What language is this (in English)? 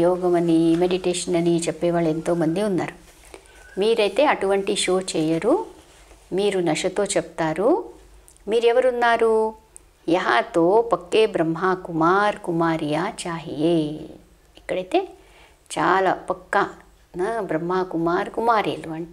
Telugu